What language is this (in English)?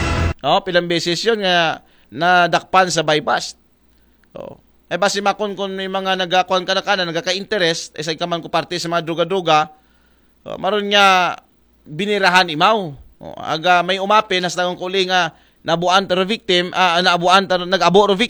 Aklanon